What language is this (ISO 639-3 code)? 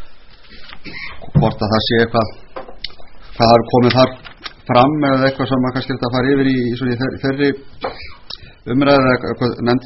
isl